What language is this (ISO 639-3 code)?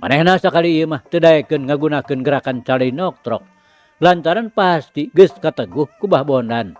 sun